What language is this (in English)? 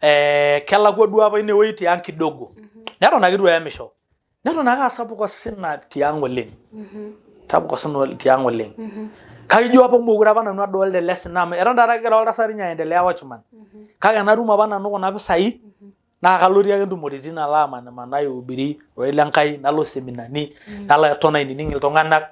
Masai